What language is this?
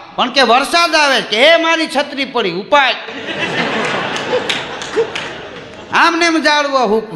Gujarati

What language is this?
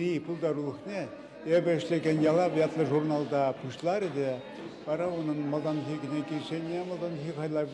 Chuvash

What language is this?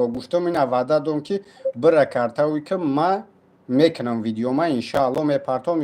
Tajik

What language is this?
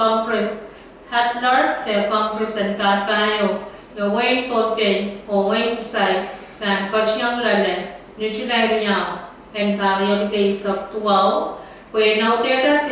Pohnpeian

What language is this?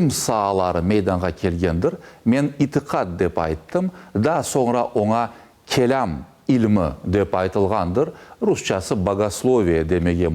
Crimean Tatar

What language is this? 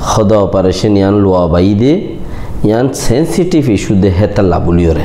Rohingya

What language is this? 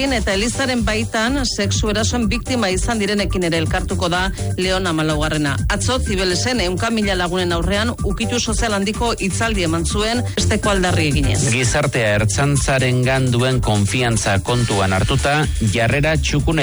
Basque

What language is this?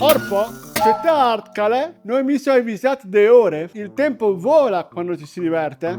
Friulian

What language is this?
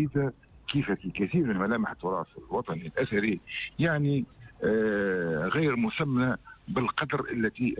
Tunisian Arabic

